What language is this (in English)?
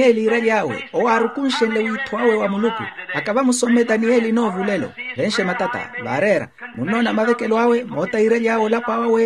Makhuwa